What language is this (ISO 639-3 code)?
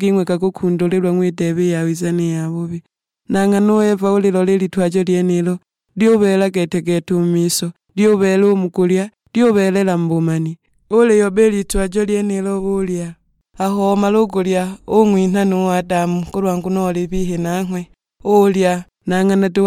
suk